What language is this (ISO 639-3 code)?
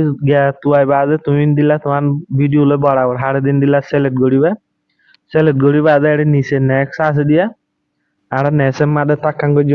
rhg